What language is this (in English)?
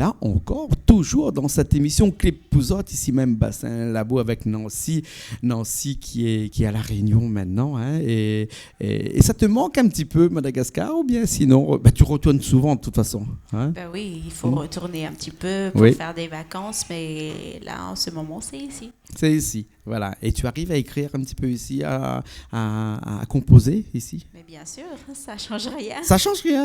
Réunion Creole French